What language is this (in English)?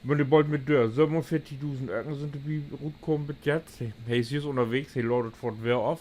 Low German